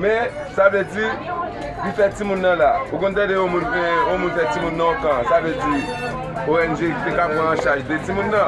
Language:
Haitian Creole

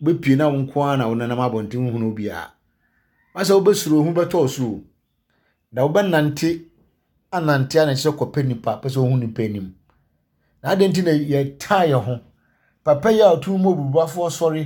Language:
Akan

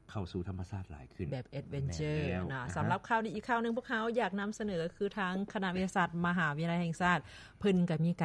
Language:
Lao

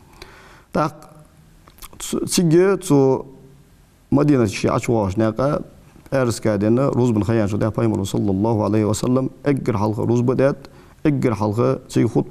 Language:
Ingush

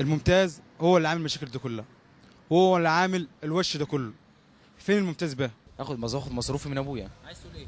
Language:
Egyptian Arabic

